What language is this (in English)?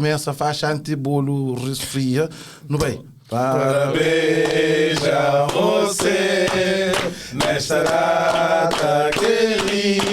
Kabuverdianu